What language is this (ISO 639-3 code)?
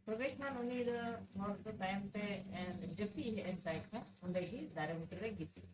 sat